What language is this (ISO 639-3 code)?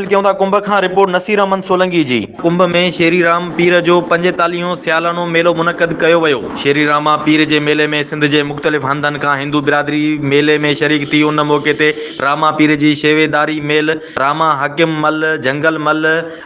snd